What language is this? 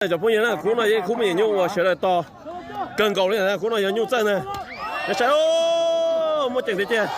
Hmong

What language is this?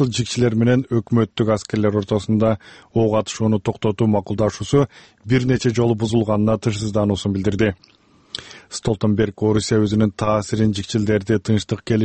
Kyrgyz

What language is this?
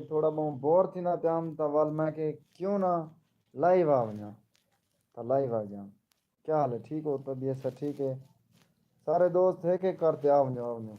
Saraiki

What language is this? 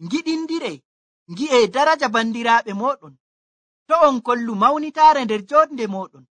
Nigerian Fulfulde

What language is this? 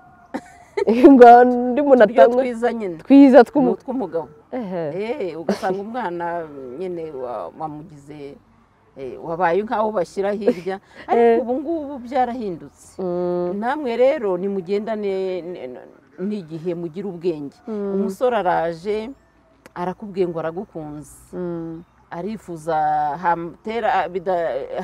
Kinyarwanda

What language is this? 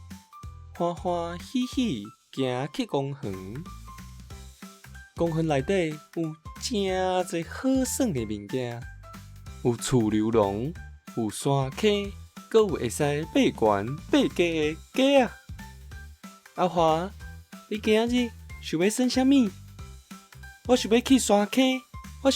Min Nan Chinese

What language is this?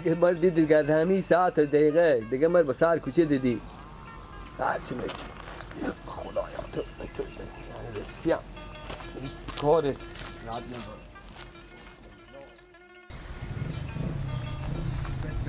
Persian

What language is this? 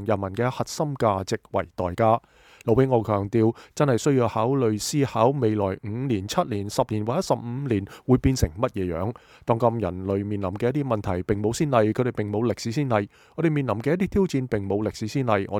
Cantonese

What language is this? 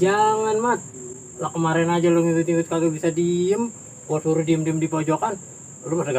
Betawi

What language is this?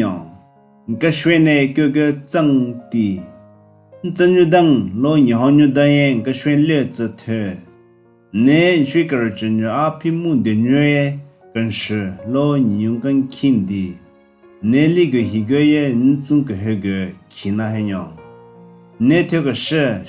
Southern Rengma Naga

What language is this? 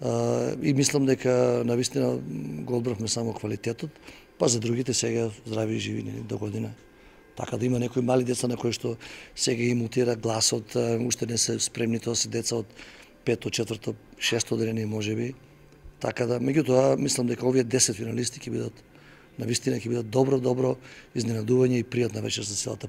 Macedonian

